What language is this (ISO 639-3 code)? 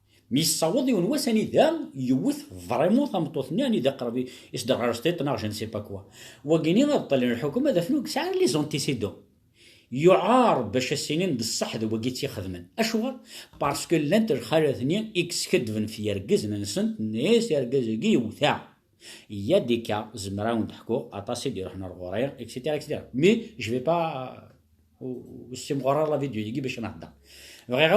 kab